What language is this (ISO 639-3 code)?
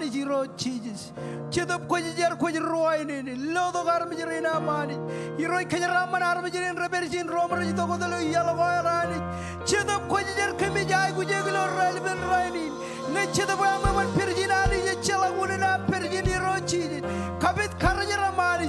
mah